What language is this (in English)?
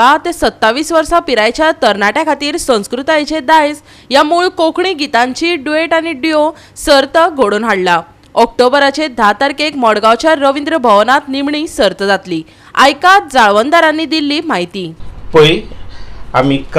Konkani